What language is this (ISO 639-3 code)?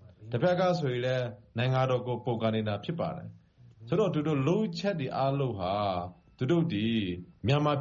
mya